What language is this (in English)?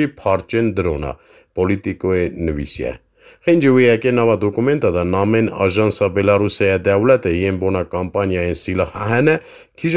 Kurdish